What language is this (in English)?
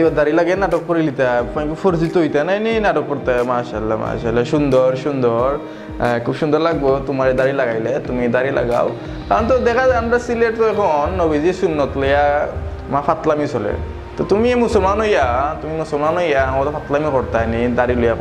Sylheti